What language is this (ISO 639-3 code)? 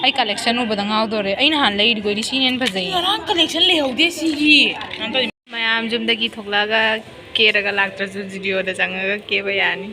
mni